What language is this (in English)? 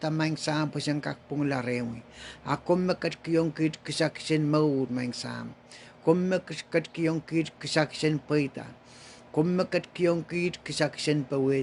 Pohnpeian